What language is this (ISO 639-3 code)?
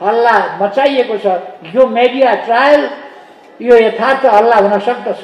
nep